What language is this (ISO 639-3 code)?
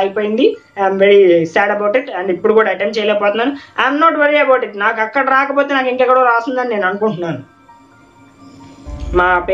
tel